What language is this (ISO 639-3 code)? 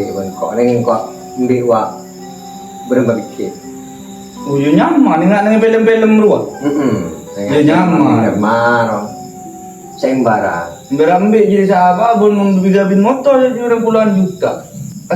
mad